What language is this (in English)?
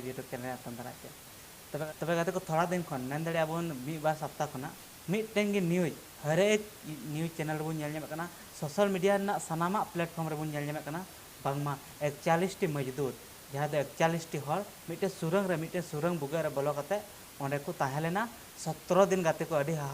Santali